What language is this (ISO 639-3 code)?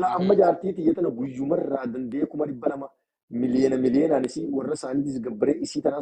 orm